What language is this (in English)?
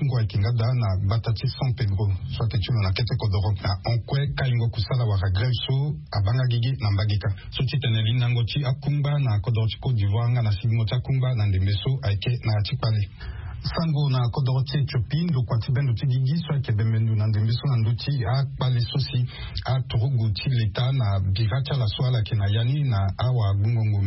Sango